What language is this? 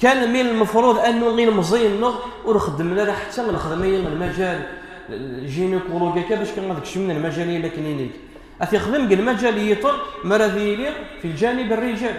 Kabyle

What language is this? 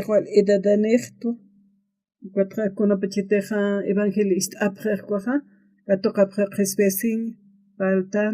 Aymara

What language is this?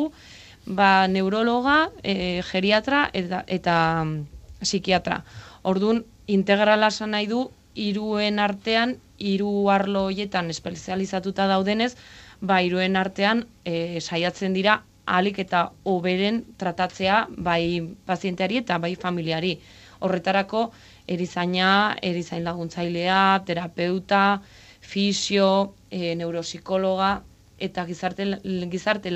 Basque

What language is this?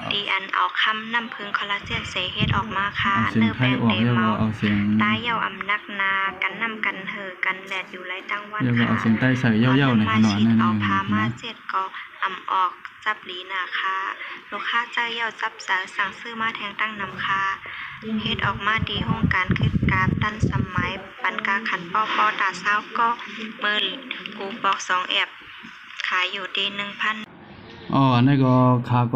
Shan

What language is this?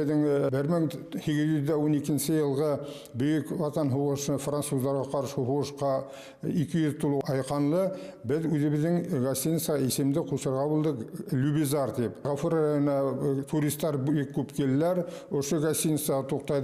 Bashkir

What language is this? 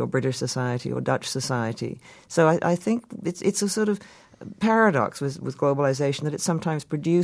English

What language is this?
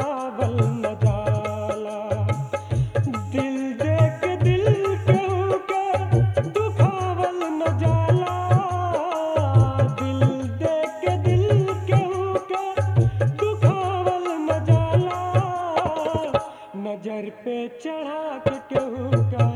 Bhojpuri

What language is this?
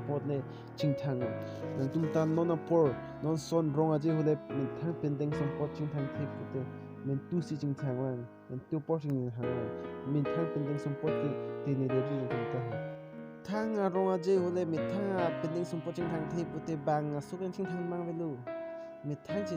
Karbi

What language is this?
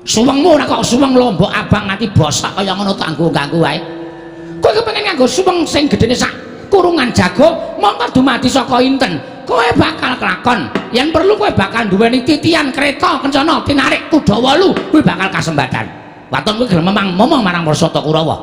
Javanese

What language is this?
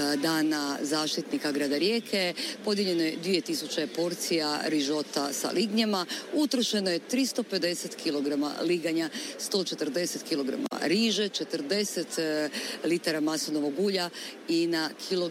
Croatian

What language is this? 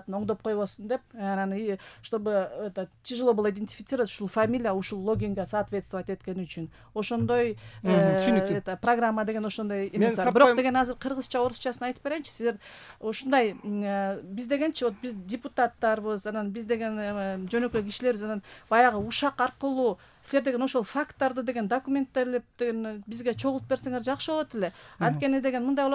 Kyrgyz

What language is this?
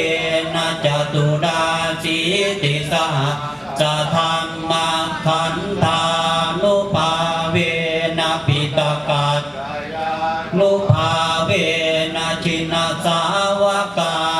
Pali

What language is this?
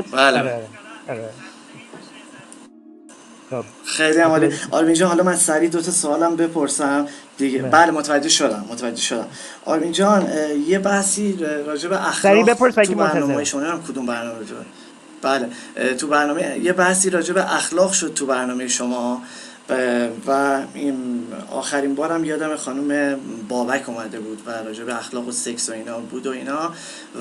Persian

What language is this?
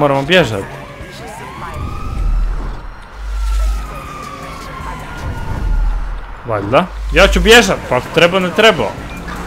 Croatian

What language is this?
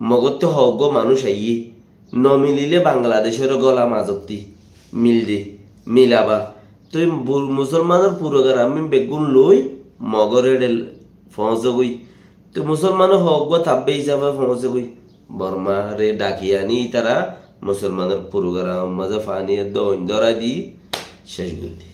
Rohingya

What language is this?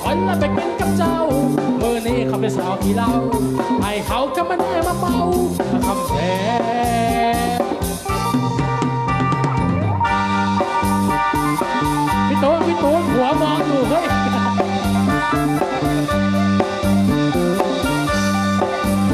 Thai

